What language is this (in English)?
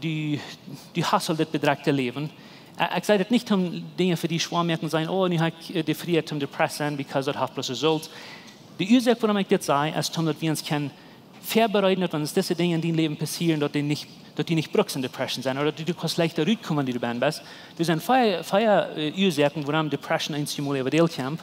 Plautdietsch